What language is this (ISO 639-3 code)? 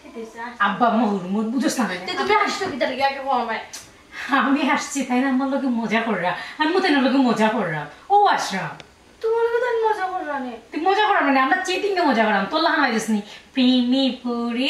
syl